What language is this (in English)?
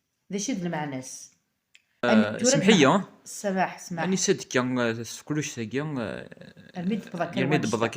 Kabyle